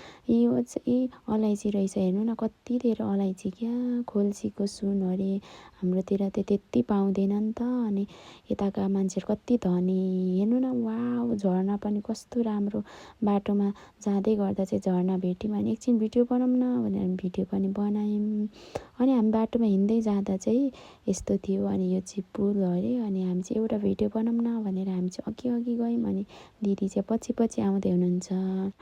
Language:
Nepali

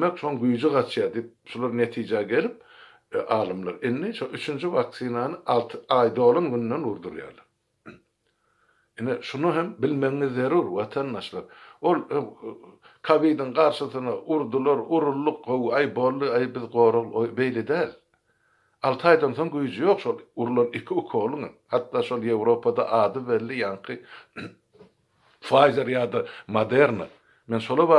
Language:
Turkmen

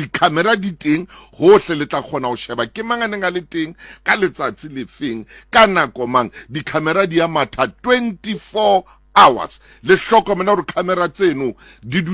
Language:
Southern Sotho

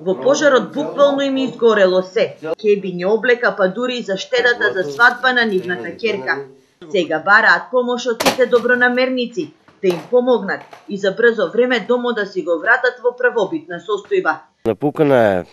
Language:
Macedonian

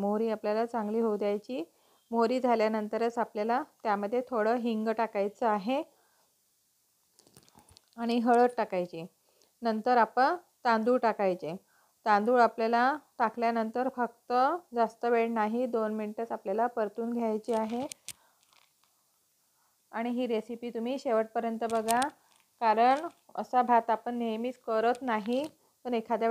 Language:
Marathi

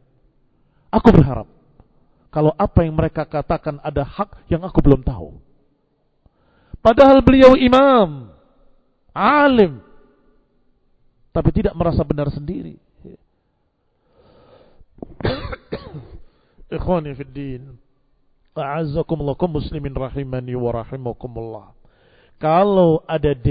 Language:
Indonesian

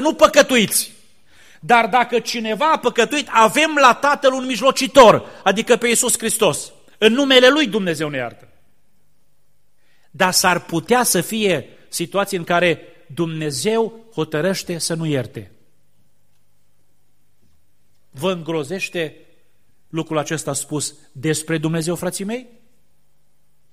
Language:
Romanian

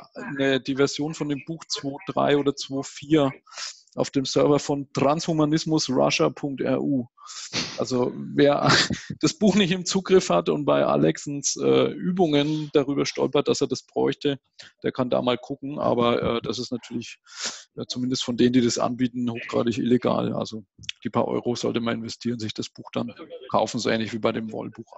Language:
German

